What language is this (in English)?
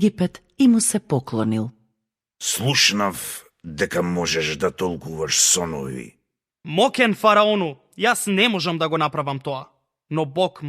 Macedonian